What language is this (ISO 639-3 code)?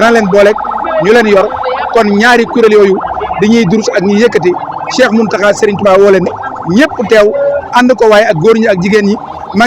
wol